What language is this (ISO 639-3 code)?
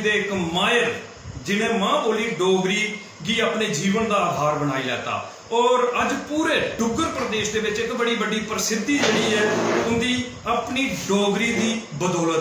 doi